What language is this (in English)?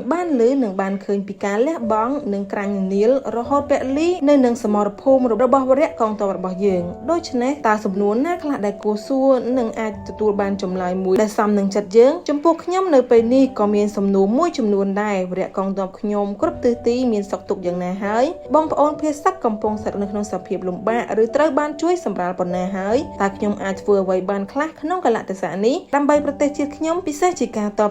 Khmer